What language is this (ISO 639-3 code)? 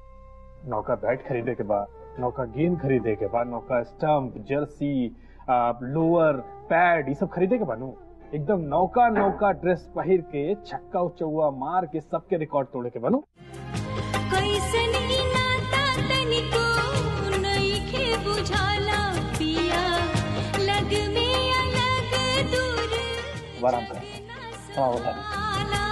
bho